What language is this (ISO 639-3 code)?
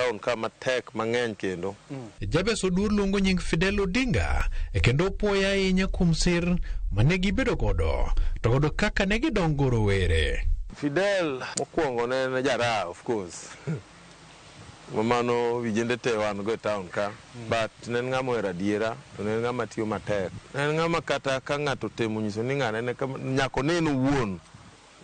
luo